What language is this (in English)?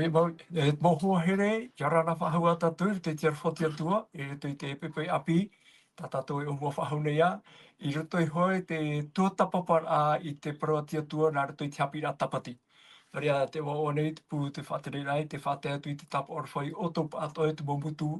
Tahitian